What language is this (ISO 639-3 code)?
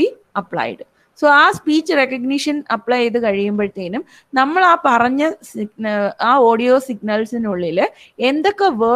mal